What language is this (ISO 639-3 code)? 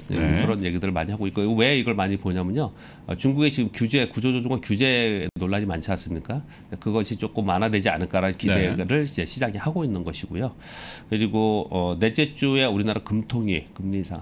kor